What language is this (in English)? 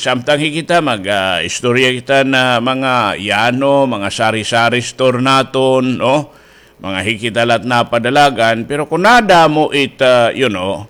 Waray